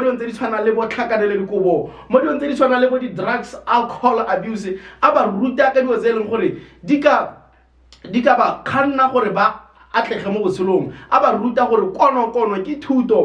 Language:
Tswana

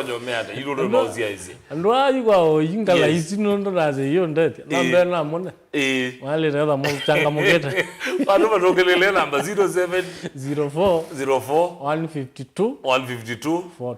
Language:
Kamba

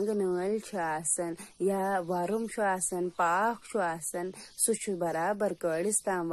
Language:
Kashmiri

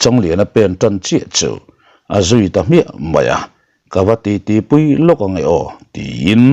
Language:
Mizo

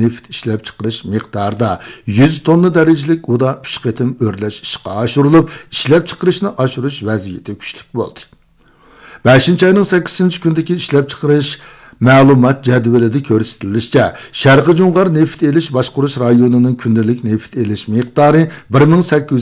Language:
Uyghur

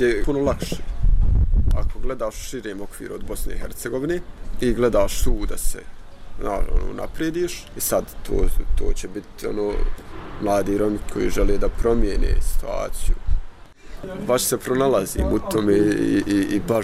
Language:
Bosnian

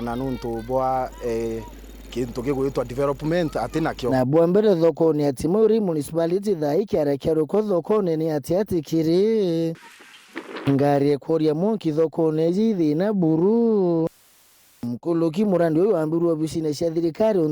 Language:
Meru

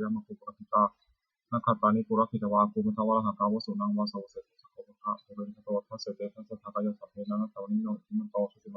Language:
Pali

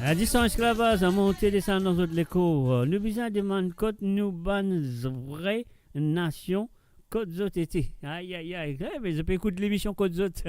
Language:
Morisyen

